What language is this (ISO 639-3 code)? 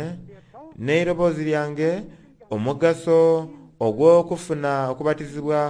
xog